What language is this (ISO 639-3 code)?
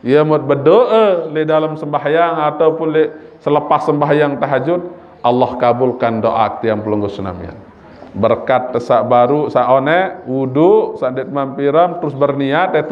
sas